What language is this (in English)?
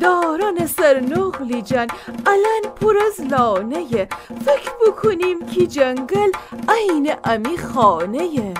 Gilaki